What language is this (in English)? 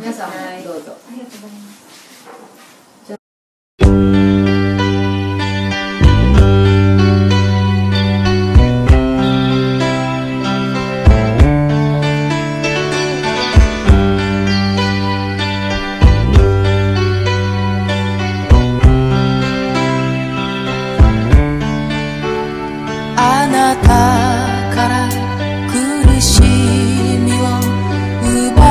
Japanese